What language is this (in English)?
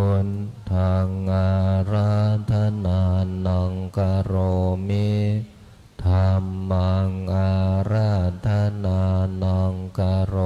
Pali